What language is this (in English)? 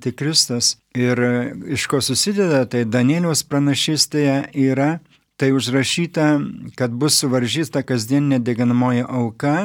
Lithuanian